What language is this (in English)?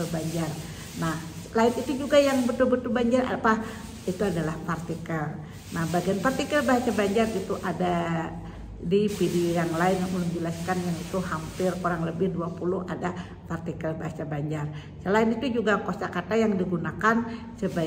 Banjar